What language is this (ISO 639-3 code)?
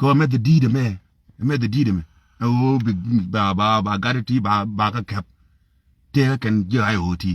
nus